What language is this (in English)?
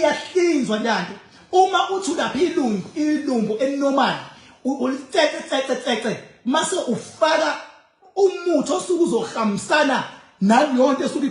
Zulu